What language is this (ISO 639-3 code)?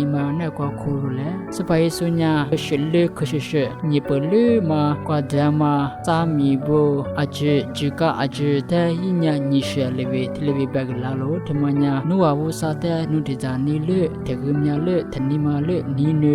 lis